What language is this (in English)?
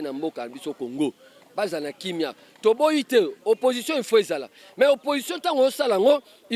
Lingala